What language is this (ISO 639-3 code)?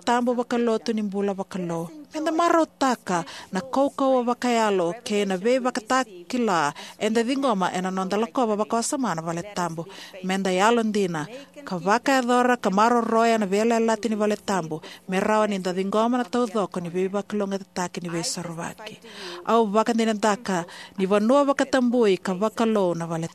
fij